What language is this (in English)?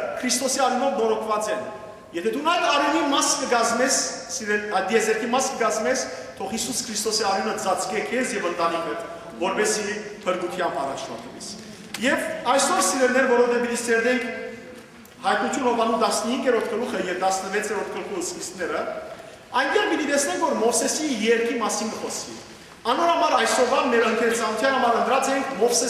Western Armenian